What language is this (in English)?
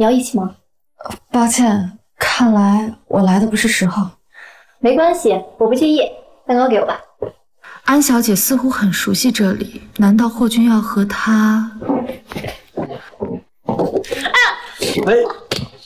Chinese